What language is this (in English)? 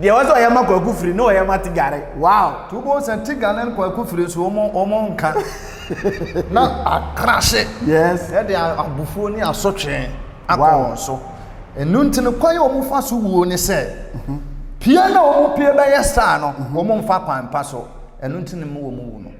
Akan